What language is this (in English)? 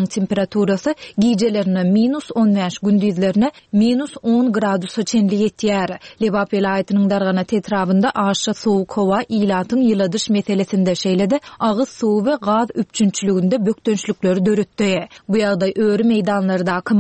Turkmen